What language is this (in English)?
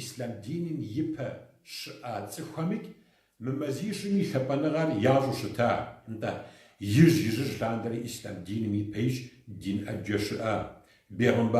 Kabardian